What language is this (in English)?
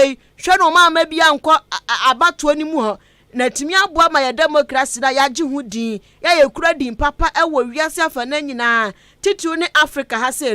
Akan